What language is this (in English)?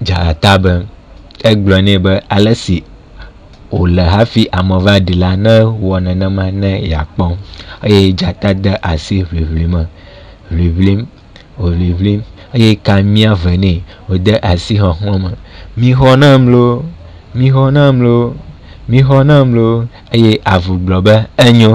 Ewe